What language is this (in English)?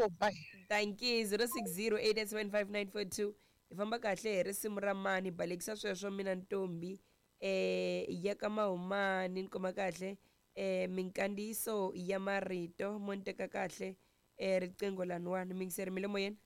Tsonga